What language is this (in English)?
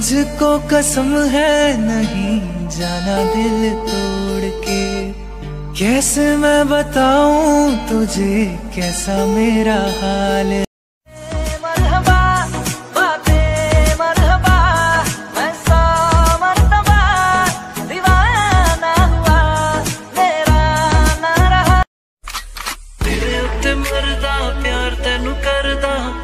Hindi